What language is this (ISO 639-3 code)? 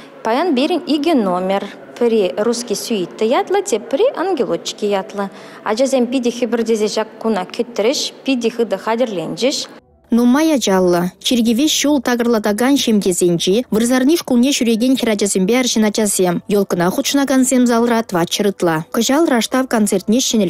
chv